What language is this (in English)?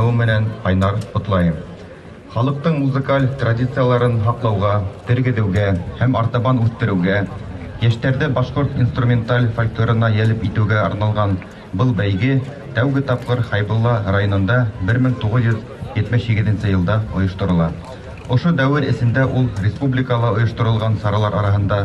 Bashkir